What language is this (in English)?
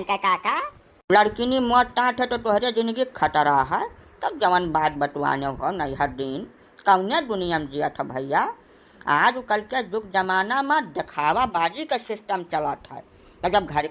Awadhi